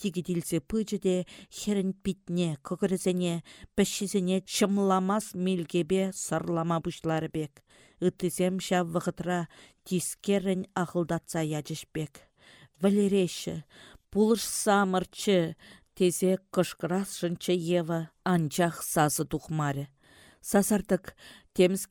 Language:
Chuvash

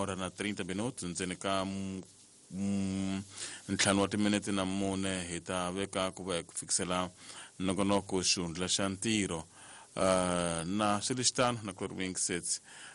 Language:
Tsonga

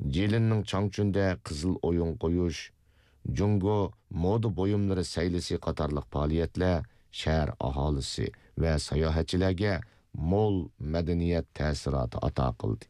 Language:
Uyghur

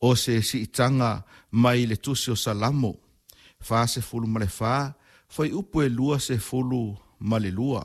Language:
Samoan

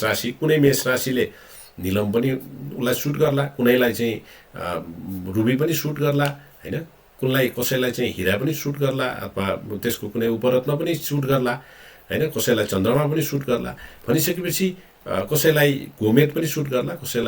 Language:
Nepali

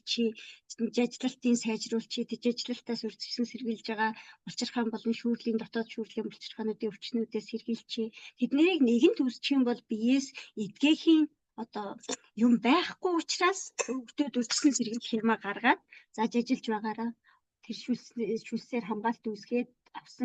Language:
Mongolian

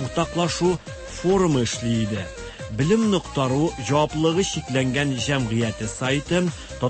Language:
Tatar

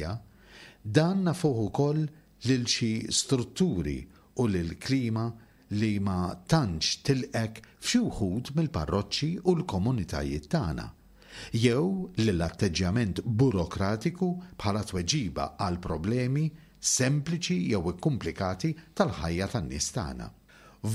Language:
Maltese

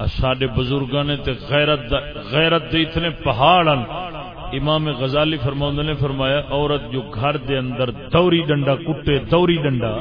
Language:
Saraiki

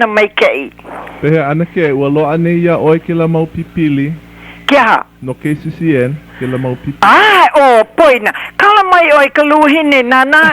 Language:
Hawaiian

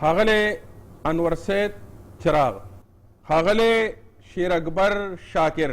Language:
Pashto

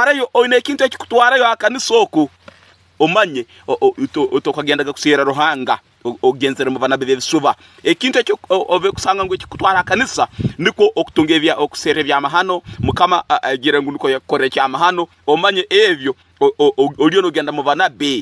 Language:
Tooro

